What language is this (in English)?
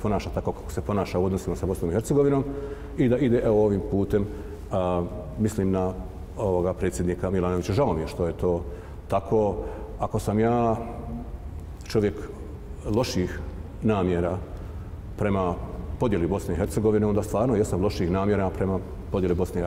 Bosnian